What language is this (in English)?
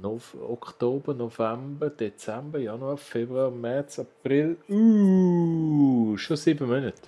Swiss German